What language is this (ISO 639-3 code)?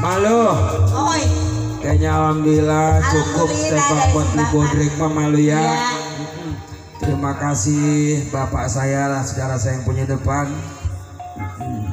bew